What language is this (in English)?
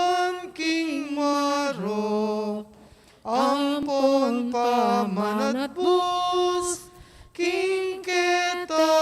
Pampanga